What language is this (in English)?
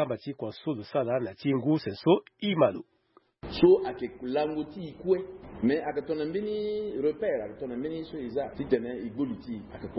Sango